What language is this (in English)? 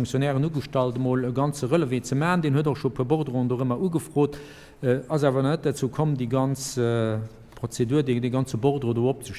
Luxembourgish